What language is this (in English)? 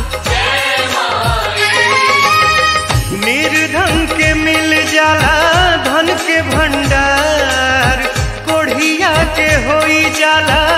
Bhojpuri